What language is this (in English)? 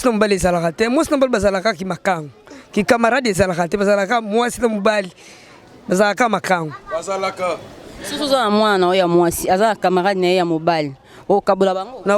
Lingala